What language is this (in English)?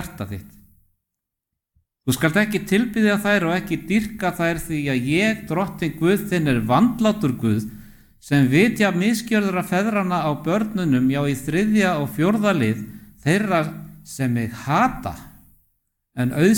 Icelandic